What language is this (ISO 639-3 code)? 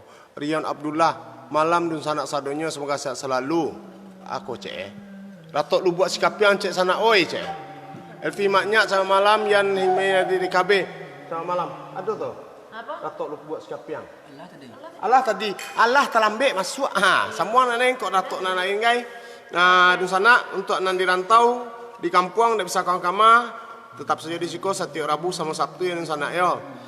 min